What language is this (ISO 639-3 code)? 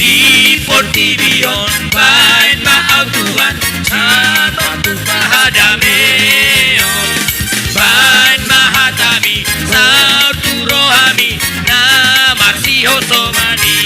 bbc